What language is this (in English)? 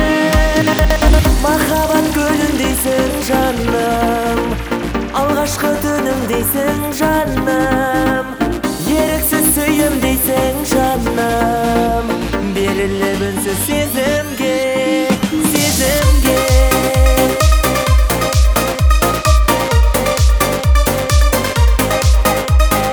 Kazakh